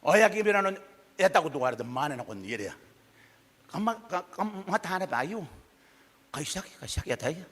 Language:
Gilbertese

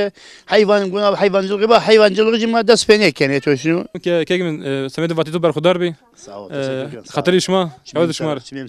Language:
Zaza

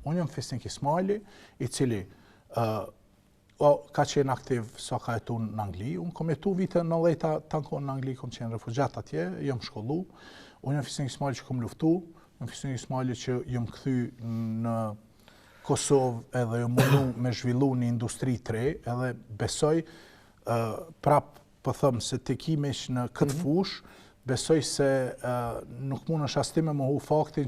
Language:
Albanian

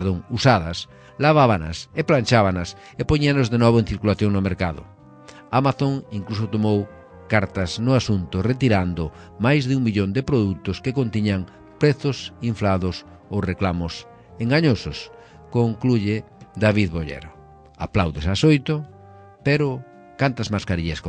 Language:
Galician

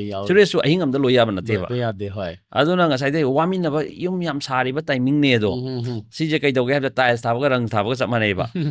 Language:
Manipuri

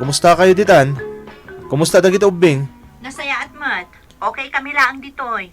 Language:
Iloko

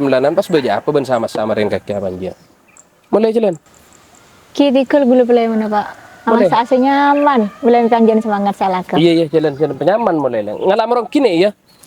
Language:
Madurese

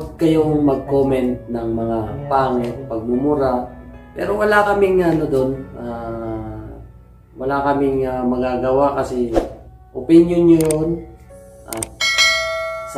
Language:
Filipino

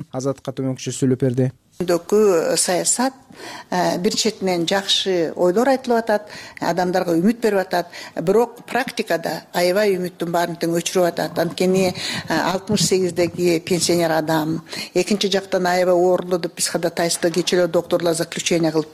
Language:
Kyrgyz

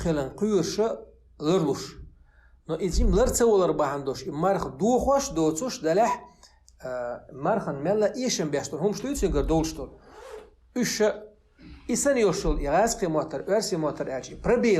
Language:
Chechen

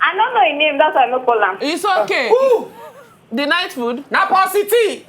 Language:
Nigerian Pidgin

